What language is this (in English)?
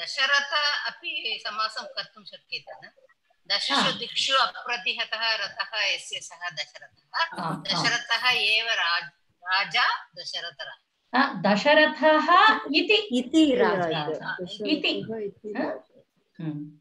Sanskrit